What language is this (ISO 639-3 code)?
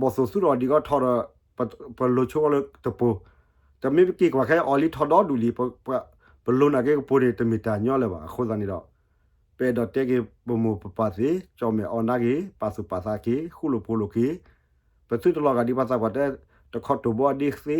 ksw